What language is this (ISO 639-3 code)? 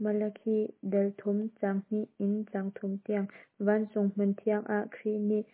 cnh